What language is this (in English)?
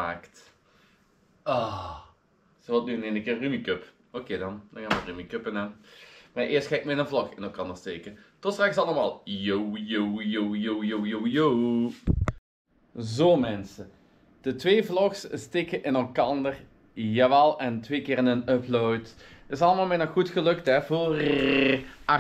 Dutch